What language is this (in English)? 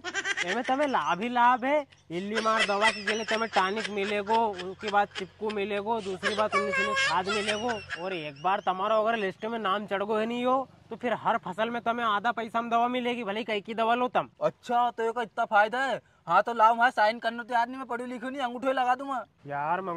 Rajasthani